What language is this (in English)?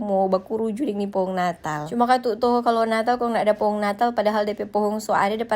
Manado Malay